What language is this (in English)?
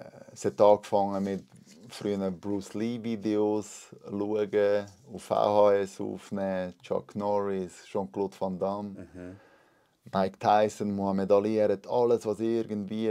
Swiss German